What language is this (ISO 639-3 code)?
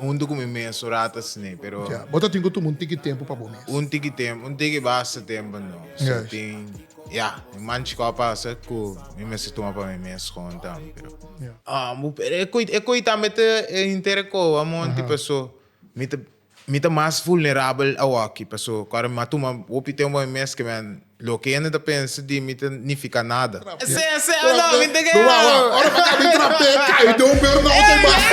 pap